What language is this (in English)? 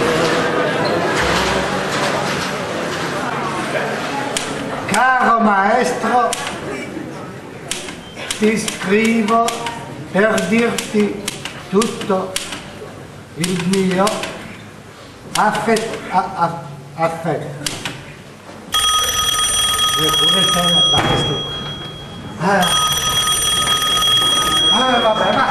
Italian